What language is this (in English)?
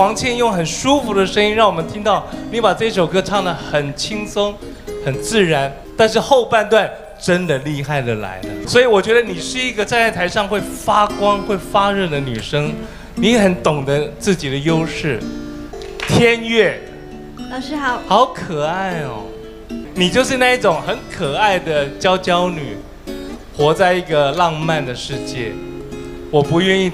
Chinese